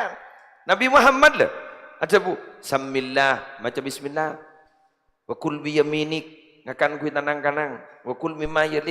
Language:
Madurese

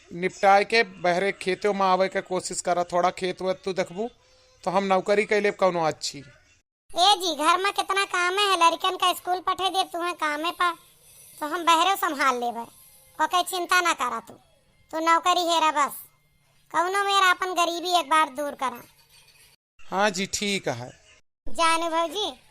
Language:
Awadhi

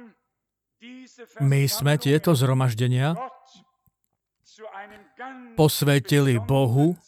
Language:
Slovak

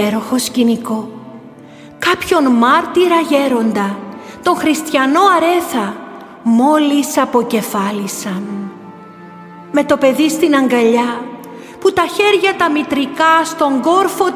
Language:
Greek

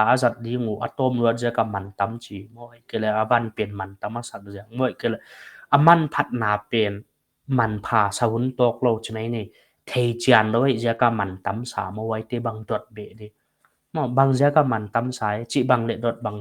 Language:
Paite Chin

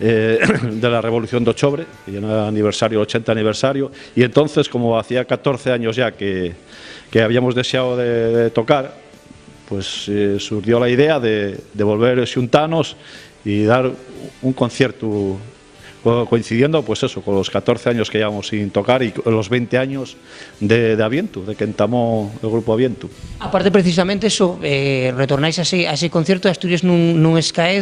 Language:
Asturian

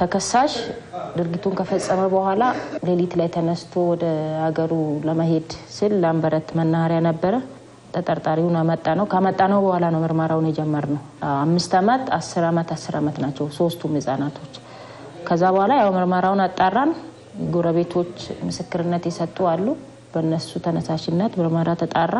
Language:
Amharic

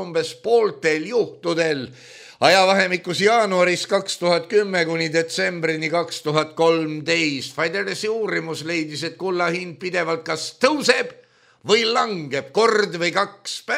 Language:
Estonian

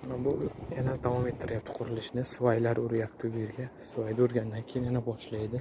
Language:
Uzbek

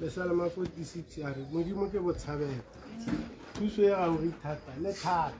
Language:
Tswana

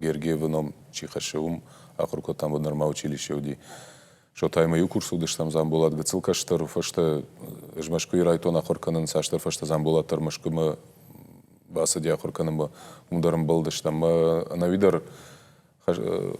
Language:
Ossetic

